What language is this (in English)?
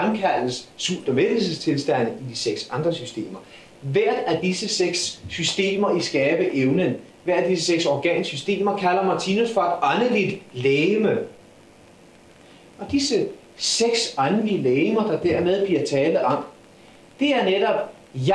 Danish